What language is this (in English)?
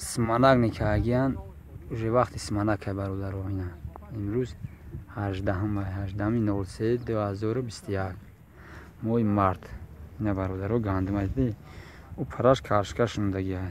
Tajik